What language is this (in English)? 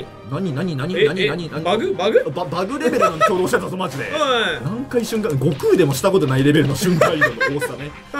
Japanese